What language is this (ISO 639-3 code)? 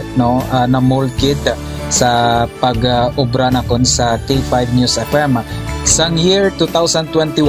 hil